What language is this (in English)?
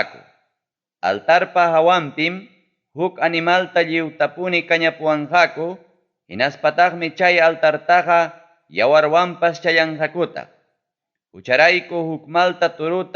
Ayacucho Quechua